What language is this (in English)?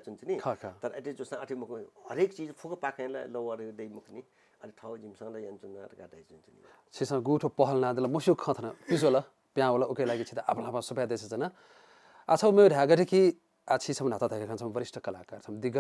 Newari